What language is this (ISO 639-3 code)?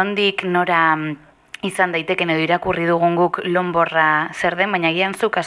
eus